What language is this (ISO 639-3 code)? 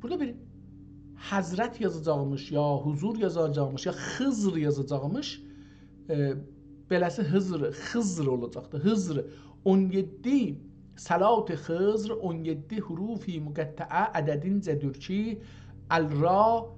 azb